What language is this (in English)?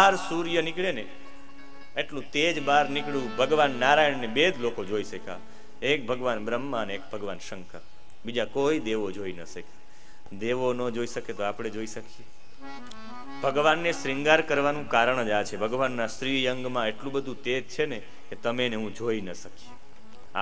Gujarati